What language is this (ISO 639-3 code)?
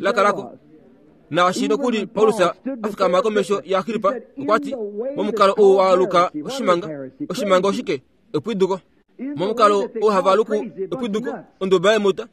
kua